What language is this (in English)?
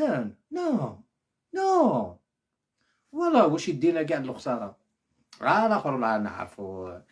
Algerian Arabic